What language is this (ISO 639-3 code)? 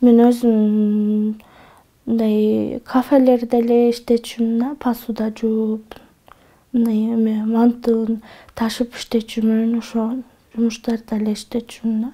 kir